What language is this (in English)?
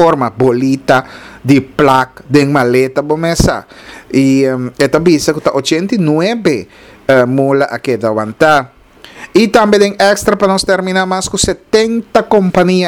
Papiamento